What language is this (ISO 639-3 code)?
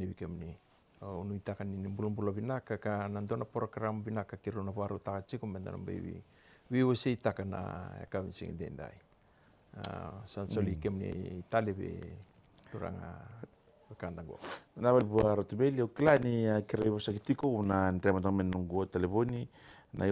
fij